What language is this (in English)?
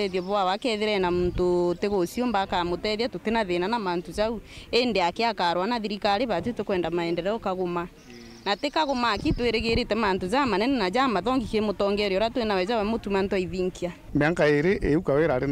Meru